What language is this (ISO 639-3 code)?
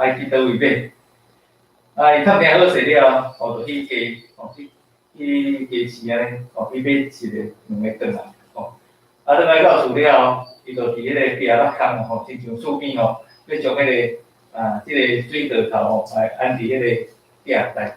nan